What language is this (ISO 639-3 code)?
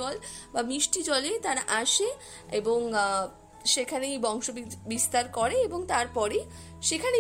ben